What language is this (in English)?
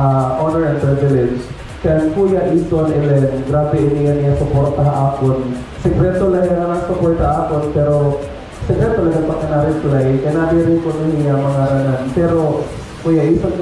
Waray